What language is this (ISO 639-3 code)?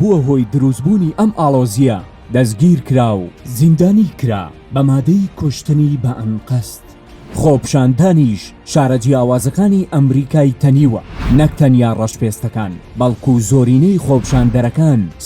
ckb